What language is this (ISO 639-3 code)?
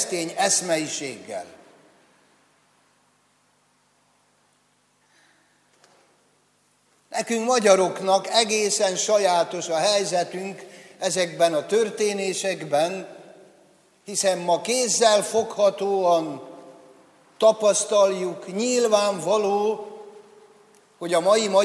hun